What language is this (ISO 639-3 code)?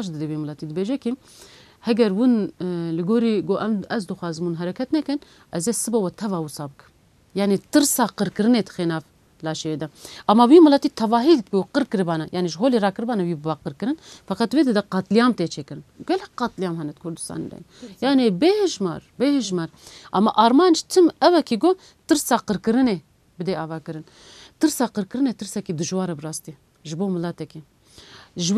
kur